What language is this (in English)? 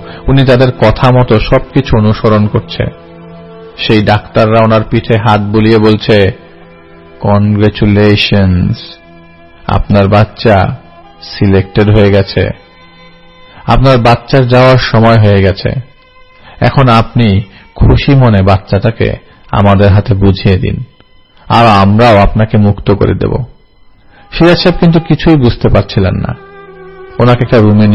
Bangla